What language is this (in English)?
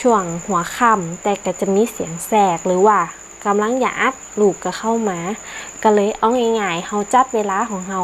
Northern Thai